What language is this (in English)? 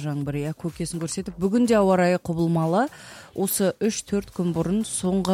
Kazakh